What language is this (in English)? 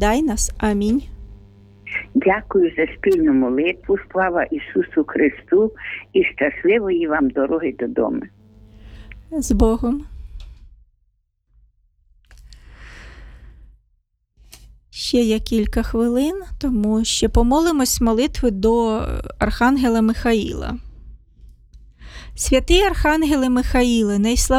Ukrainian